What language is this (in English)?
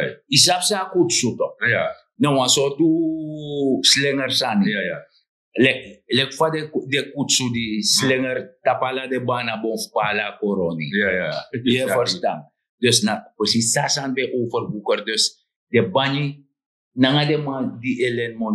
Sranan Tongo